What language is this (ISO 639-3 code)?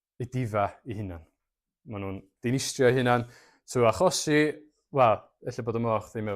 cym